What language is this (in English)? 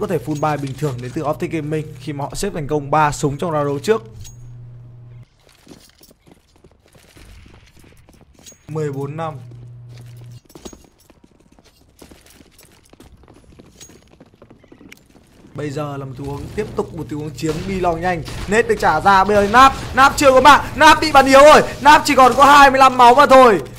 Vietnamese